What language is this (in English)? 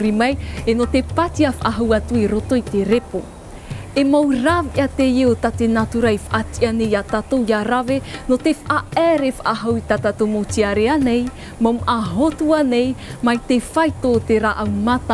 Tahitian